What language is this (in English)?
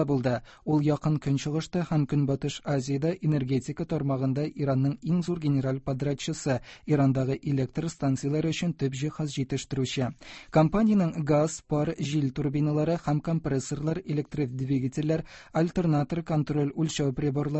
Tatar